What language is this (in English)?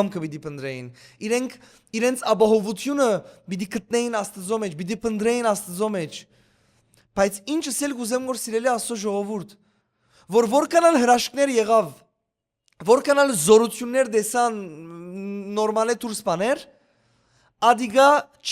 Western Armenian